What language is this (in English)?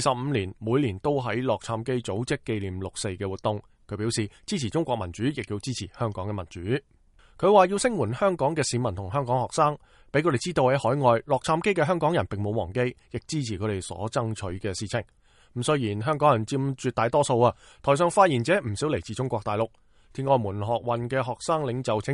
Cantonese